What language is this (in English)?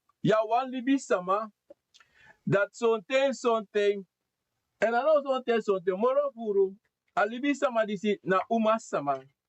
Sranan Tongo